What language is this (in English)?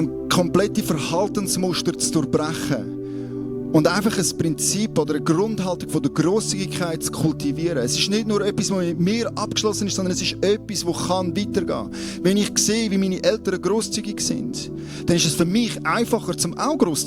Swiss German